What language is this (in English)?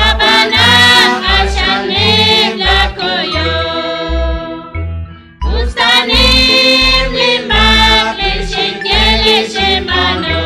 Kekchí